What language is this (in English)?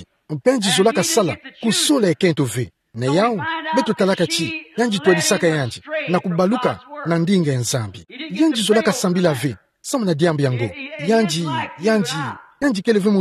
Kituba (Democratic Republic of Congo)